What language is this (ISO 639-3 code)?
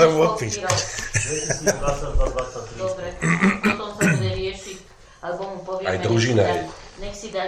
slk